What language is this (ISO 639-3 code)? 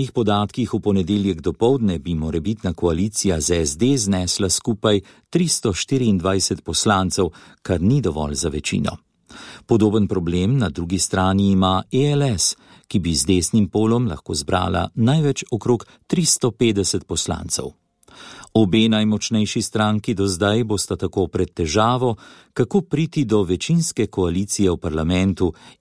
slv